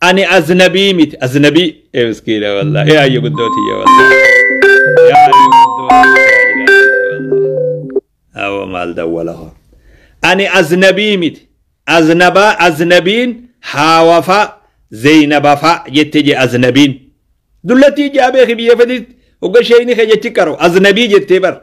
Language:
Oromo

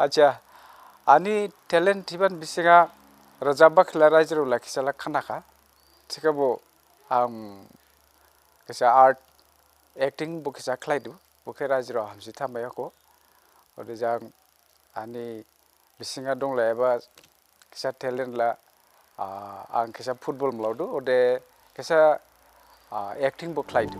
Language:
Dimasa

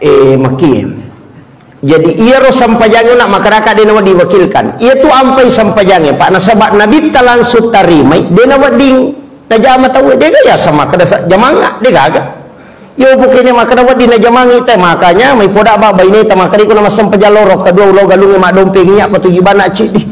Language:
Buginese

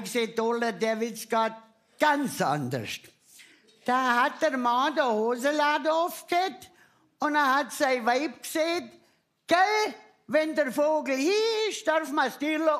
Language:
Bavarian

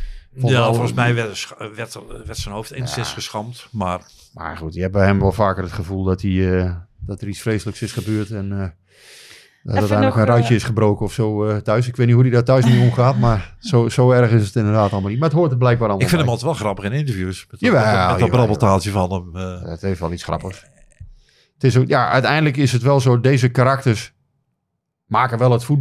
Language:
Dutch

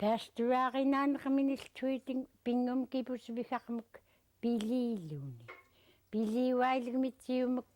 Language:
Central Yupik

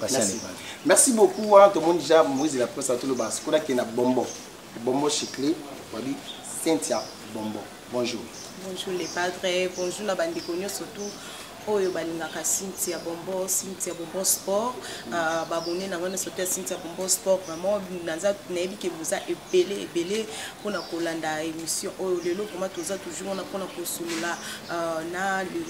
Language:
Lingala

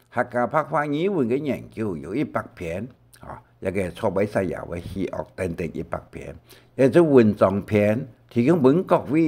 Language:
Hakka Chinese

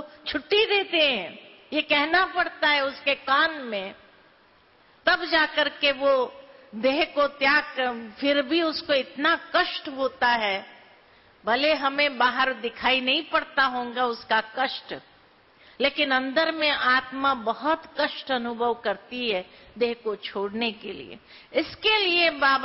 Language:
Hindi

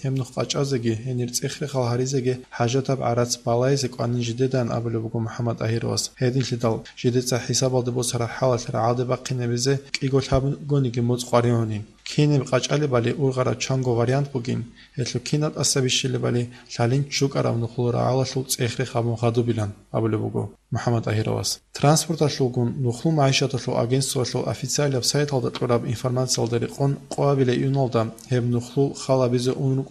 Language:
Avaric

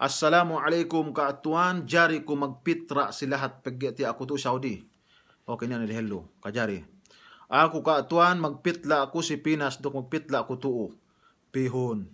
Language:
Yakan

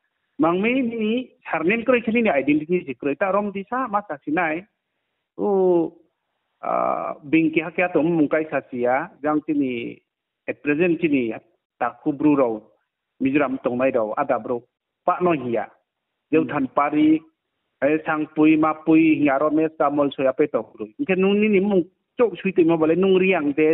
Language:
Riang (India)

